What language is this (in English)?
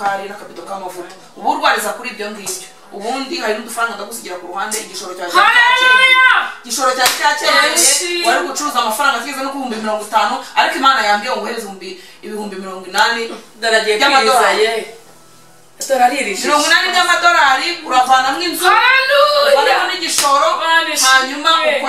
Kinyarwanda